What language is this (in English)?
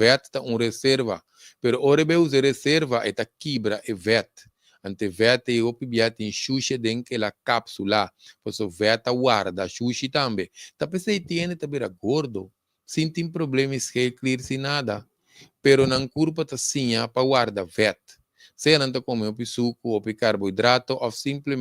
Papiamento